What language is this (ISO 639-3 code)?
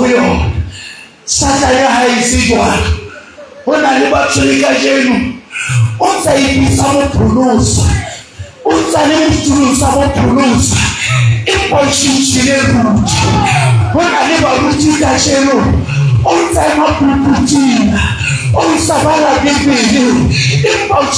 sot